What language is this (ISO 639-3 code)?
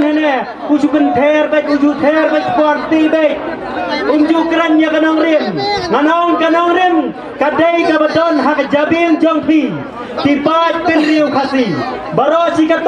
kha